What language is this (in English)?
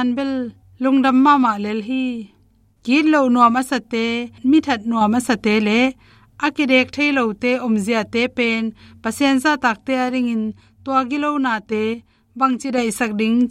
Tedim Chin